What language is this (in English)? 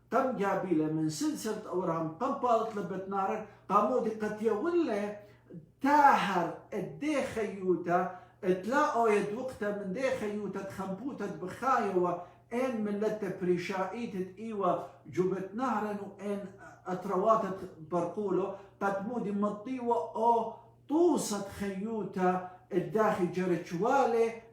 Assyrian Neo-Aramaic